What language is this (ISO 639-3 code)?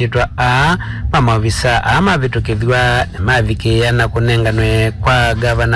kam